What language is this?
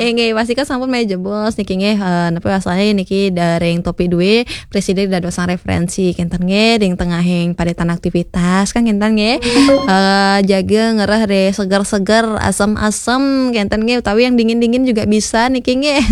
Balinese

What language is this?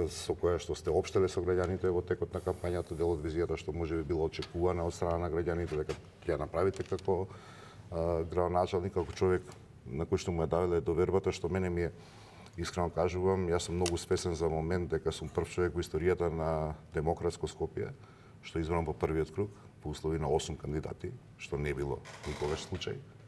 Macedonian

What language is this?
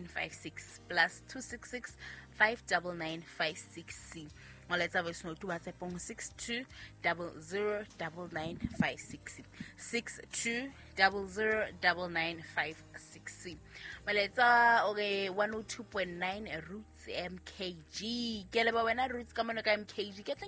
Southern Sotho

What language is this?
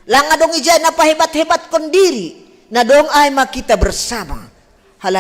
Batak Simalungun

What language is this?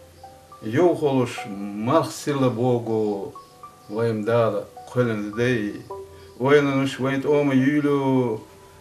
Chechen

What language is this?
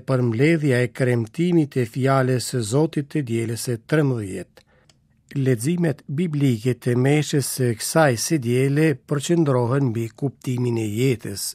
Albanian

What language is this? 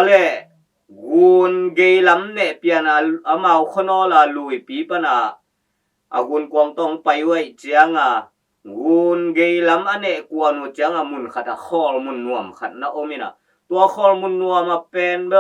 Tedim Chin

